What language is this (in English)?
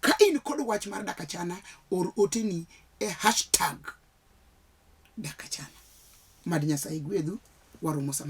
Luo (Kenya and Tanzania)